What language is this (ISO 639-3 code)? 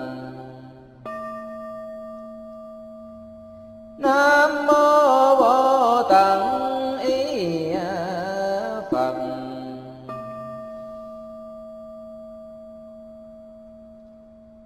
vie